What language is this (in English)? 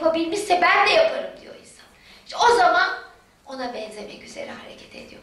Turkish